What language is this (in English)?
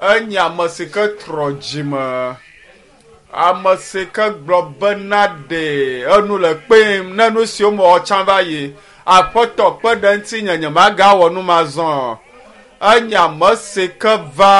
Ewe